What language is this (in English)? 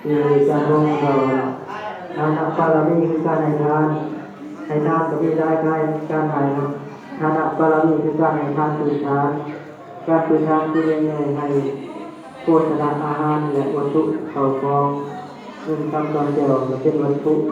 Lao